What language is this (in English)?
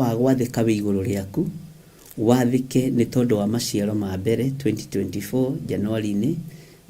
Kikuyu